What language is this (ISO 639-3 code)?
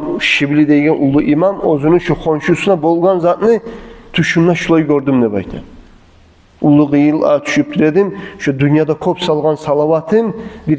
kum